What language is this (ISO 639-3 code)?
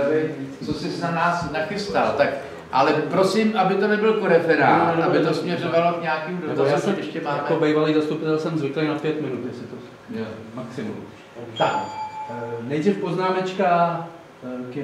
ces